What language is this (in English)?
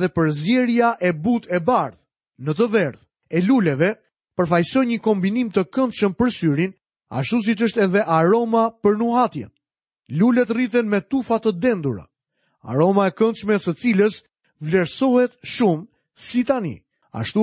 Albanian